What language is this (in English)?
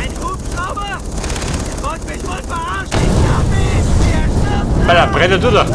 Bavarian